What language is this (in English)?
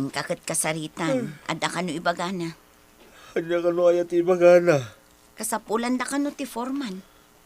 Iloko